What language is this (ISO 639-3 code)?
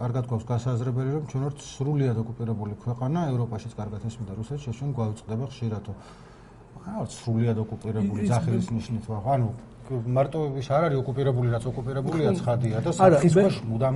kat